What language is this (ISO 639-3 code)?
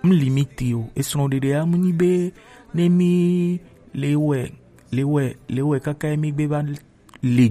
gej